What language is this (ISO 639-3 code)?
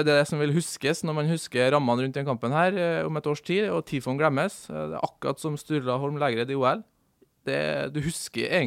nor